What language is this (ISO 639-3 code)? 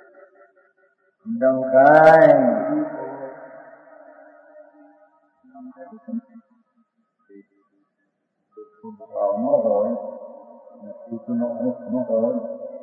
guj